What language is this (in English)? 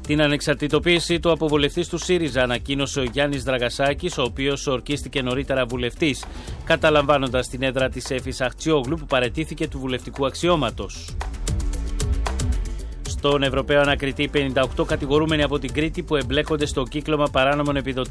Greek